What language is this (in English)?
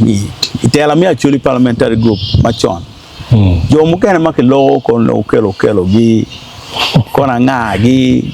Acoli